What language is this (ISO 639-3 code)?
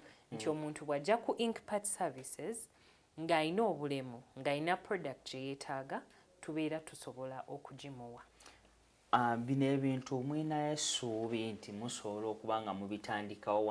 lug